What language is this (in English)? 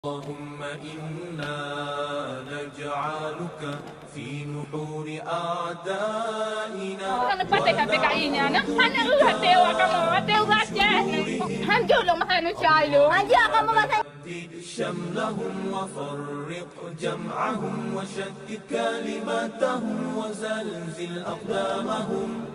Achinese